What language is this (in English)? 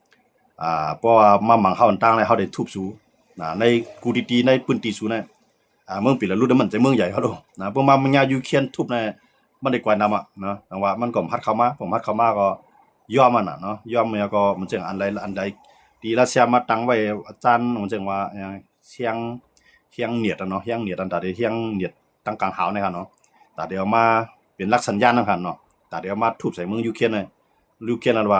Shan